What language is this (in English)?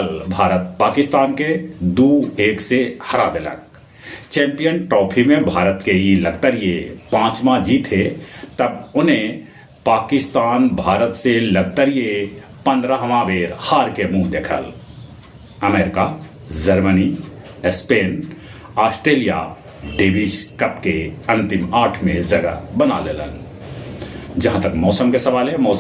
Magahi